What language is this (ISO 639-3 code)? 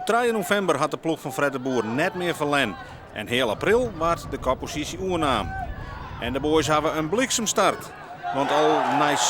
fry